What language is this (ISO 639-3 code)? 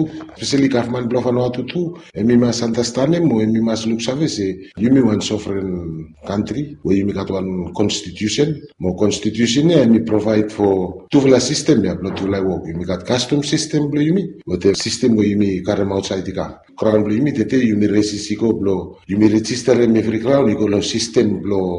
bis